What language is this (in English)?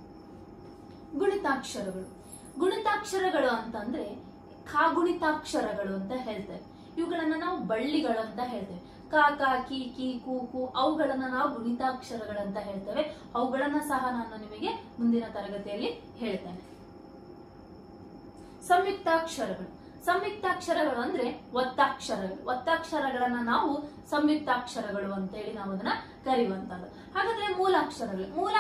Kannada